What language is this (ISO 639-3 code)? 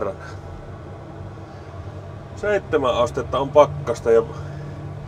fin